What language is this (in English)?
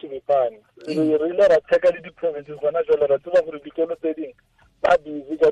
Tswana